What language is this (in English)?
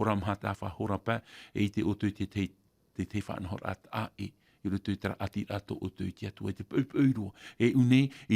Tahitian